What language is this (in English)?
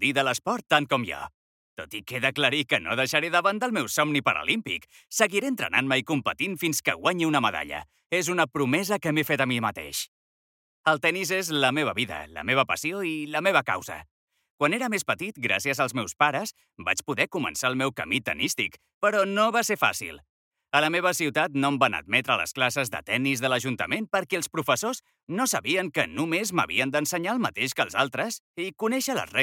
Catalan